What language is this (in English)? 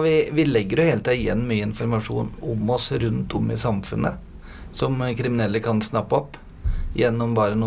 Norwegian